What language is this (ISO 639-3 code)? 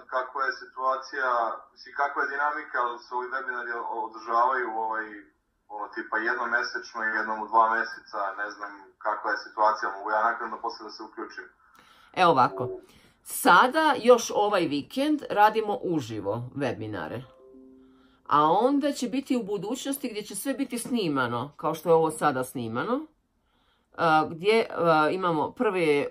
hrv